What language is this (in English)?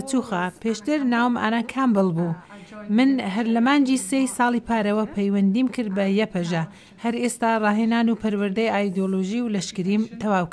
Central Kurdish